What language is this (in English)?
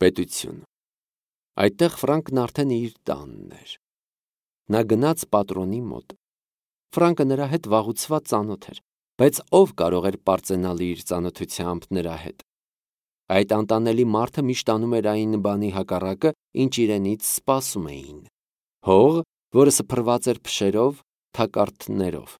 Armenian